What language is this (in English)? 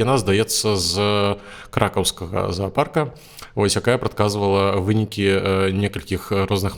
Belarusian